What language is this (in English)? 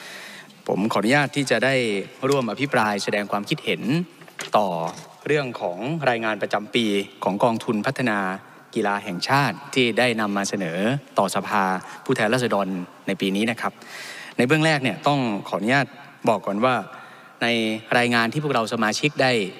Thai